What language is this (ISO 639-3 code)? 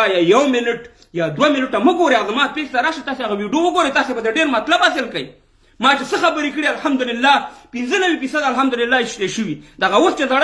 pus